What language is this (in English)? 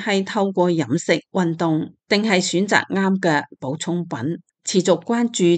Cantonese